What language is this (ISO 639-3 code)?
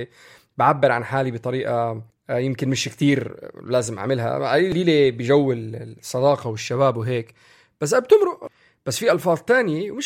apc